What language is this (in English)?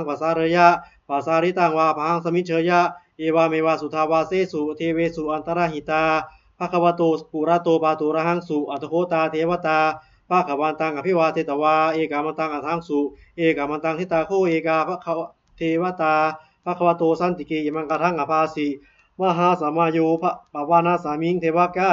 Pali